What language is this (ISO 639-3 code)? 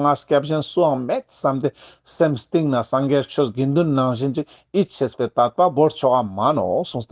lbj